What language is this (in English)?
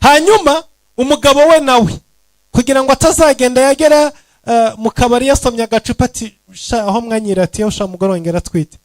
Kinyarwanda